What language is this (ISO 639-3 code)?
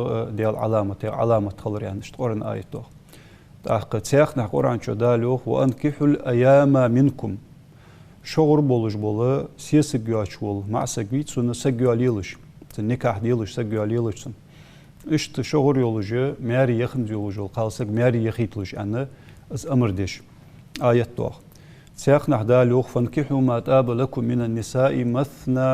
inh